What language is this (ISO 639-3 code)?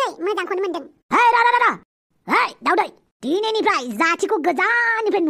brx